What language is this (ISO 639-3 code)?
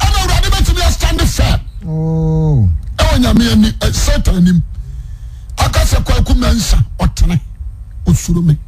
aka